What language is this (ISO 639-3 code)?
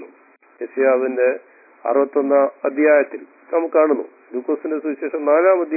mal